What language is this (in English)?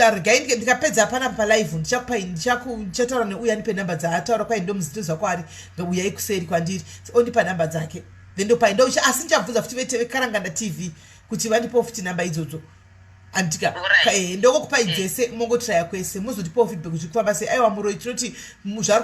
Shona